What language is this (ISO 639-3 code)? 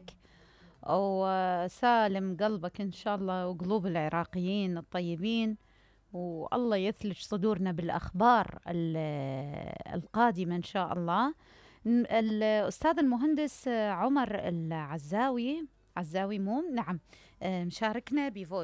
acm